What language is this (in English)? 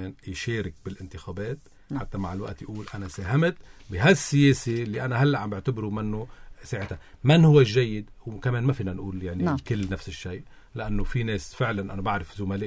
North Levantine Arabic